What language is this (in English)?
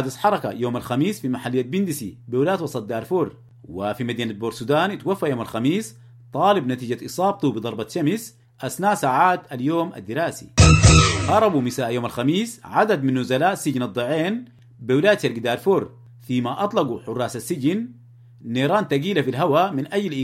Sudanese Arabic